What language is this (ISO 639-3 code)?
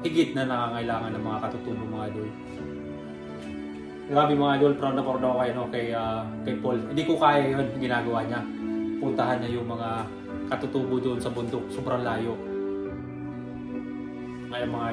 fil